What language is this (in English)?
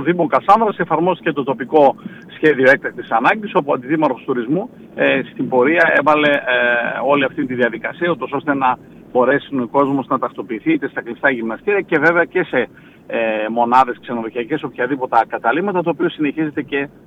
Greek